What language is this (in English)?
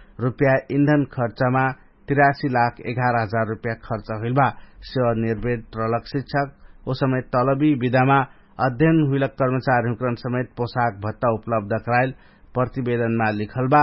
Dangaura Tharu